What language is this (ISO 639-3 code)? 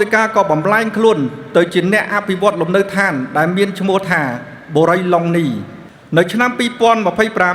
khm